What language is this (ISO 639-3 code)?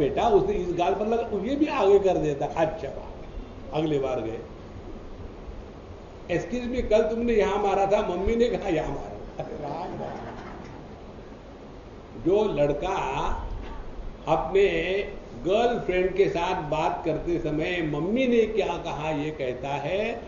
hin